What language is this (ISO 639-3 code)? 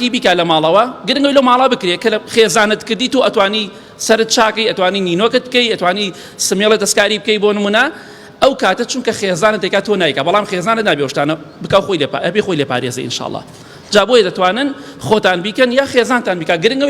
ckb